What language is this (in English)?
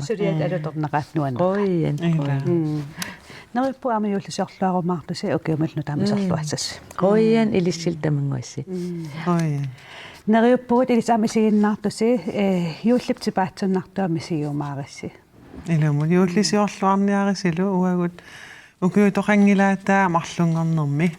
Kalaallisut